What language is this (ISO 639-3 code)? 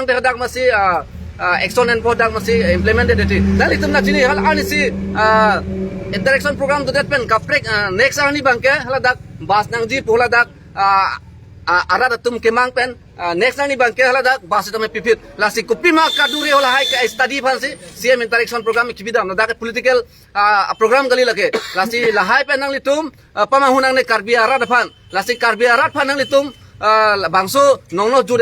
mjw